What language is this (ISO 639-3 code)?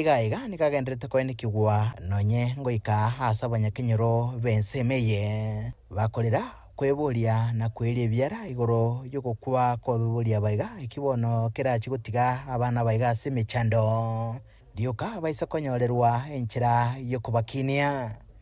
guz